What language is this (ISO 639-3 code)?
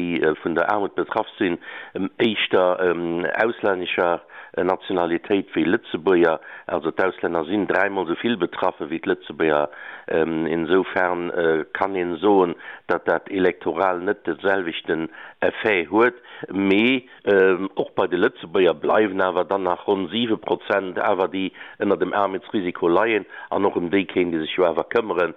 ltz